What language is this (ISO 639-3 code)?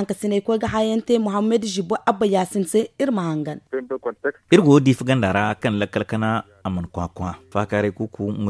dje